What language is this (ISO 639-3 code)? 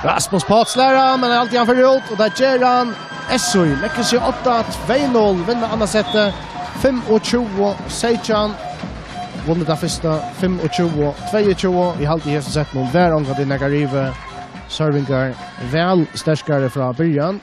fao